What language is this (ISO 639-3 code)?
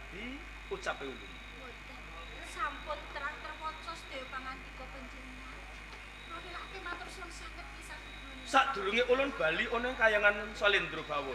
jav